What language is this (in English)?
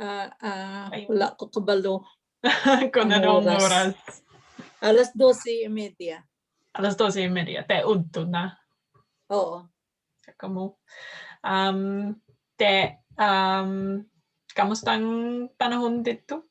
Hiligaynon